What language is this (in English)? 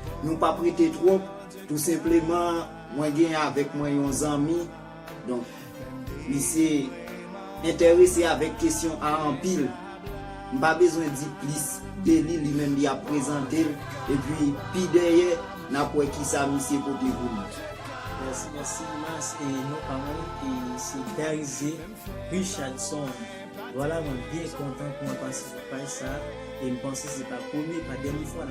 Haitian Creole